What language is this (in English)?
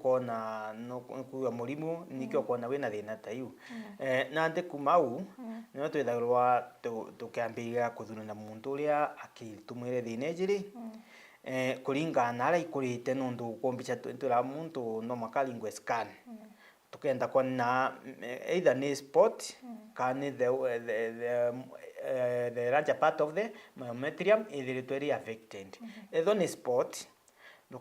Meru